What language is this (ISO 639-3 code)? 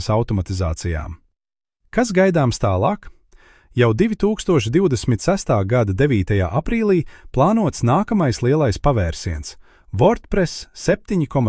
lav